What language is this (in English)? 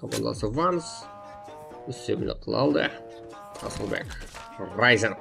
Kara-Kalpak